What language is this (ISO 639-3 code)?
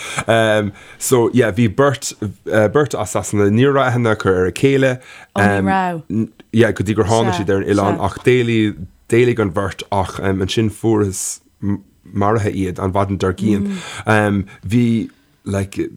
gle